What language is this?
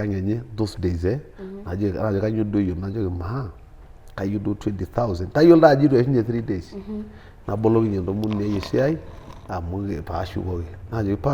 Masai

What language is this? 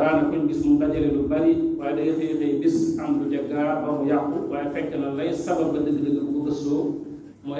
Wolof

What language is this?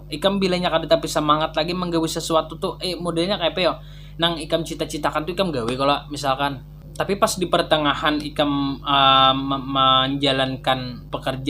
Banjar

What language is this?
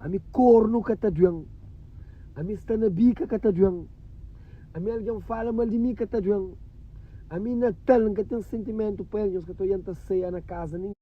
Kabuverdianu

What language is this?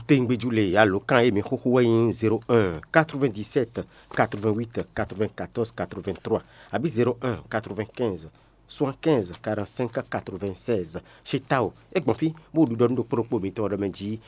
Fon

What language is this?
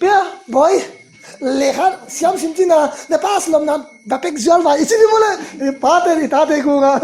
Tedim Chin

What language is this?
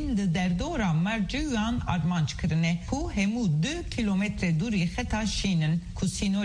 Kurdish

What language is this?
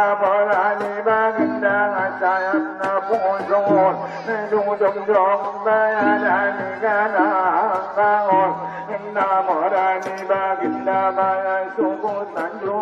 Batak Angkola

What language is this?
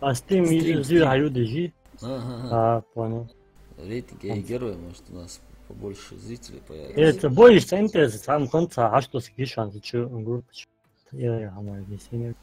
Ingush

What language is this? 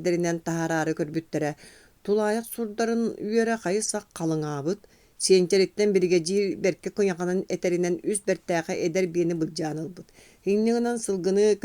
Yakut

